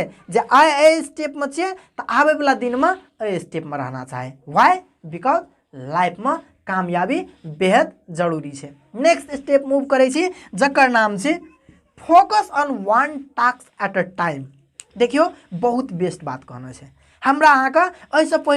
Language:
Maithili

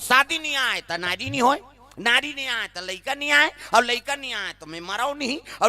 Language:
Chhattisgarhi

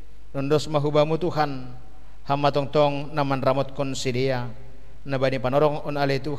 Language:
Batak Simalungun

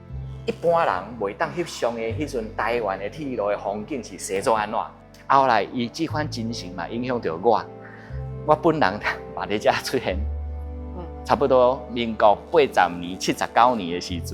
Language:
Min Nan Chinese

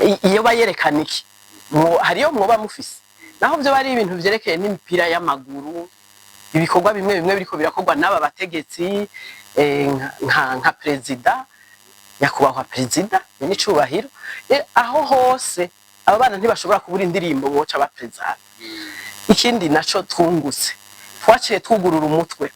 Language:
Rundi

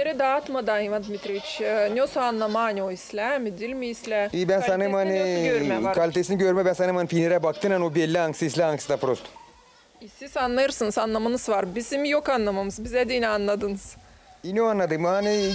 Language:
Gagauz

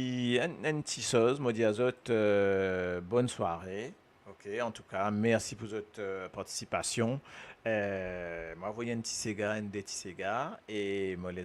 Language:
Morisyen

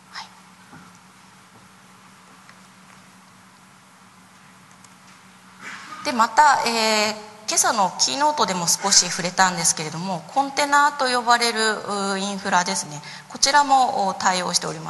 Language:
Japanese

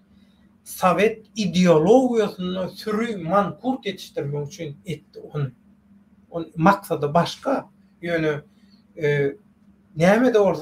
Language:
Turkmen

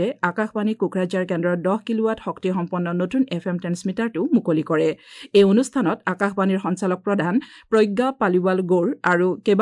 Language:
Assamese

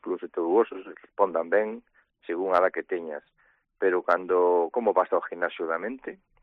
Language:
Galician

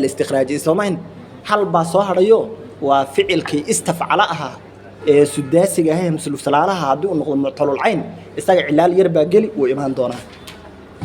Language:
Somali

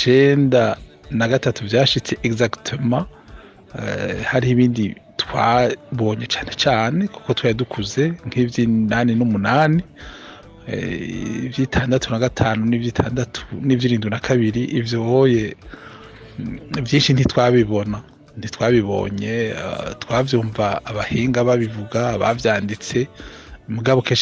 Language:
Rundi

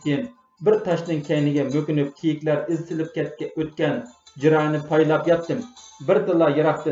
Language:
Uyghur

